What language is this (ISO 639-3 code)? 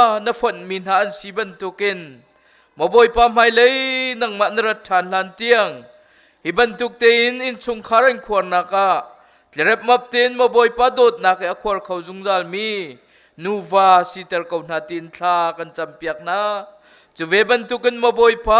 cnh